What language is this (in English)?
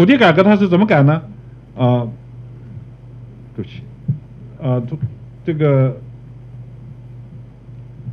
Chinese